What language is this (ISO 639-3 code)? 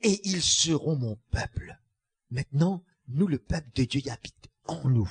mfe